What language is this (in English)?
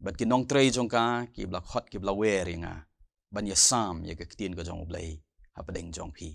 Khasi